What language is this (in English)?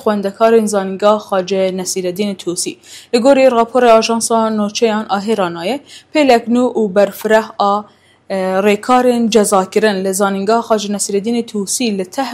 Kurdish